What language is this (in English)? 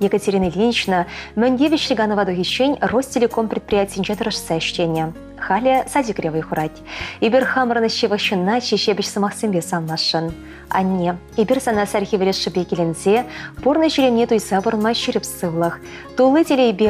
Chuvash